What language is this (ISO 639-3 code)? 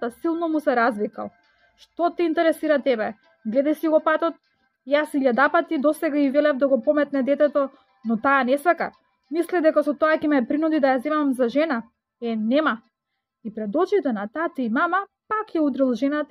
mkd